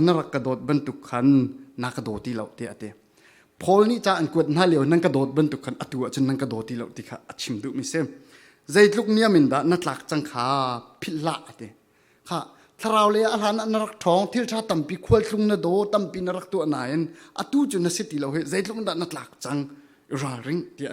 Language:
Falam Chin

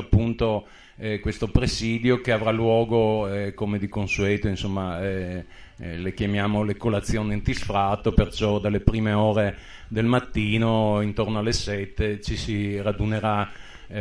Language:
Italian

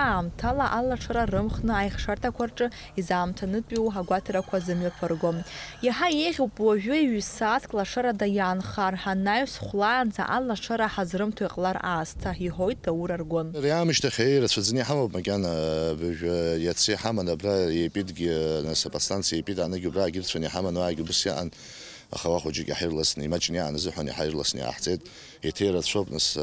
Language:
Abkhazian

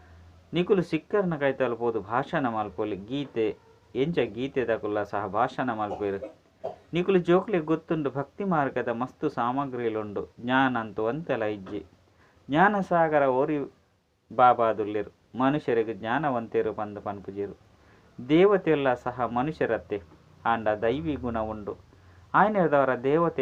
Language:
Tulu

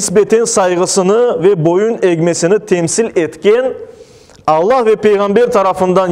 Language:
Crimean Tatar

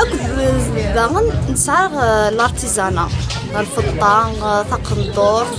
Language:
Kabyle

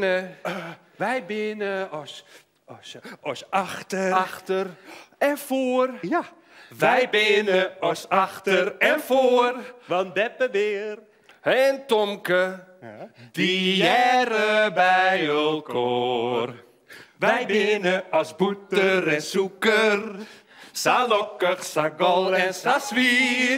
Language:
Western Frisian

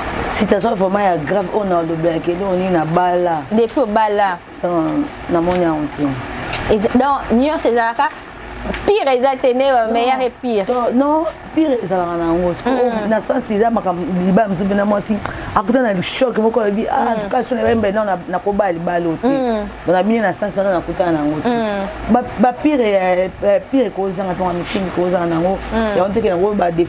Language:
Lingala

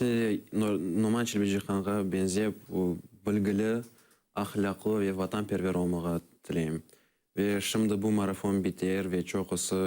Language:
Crimean Tatar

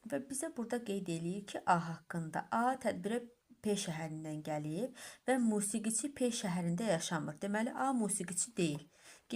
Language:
Azerbaijani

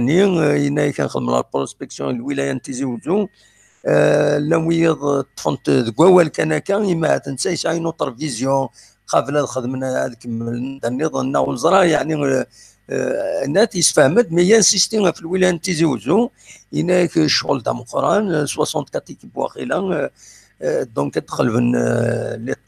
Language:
Kabyle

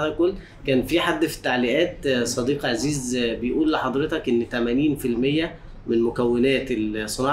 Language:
Egyptian Arabic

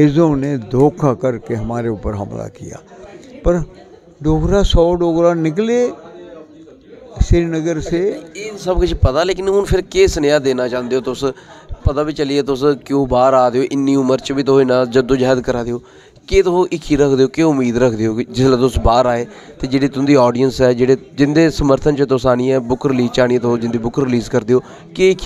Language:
Dogri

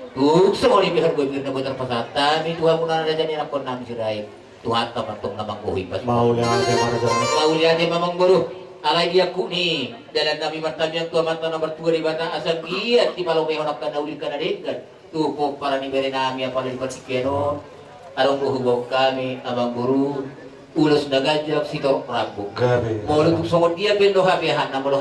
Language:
Batak Toba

